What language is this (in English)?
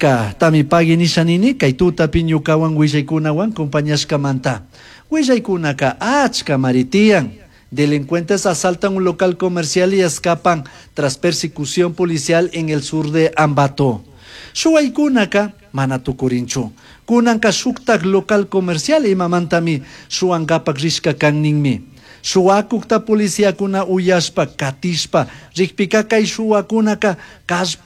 Chimborazo Highland Quichua